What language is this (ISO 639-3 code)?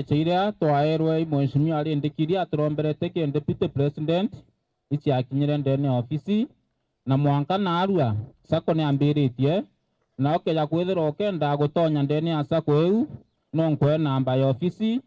mer